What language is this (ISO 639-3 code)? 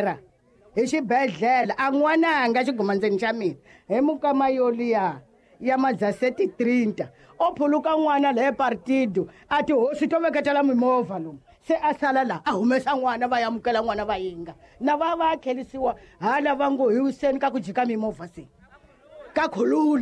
tso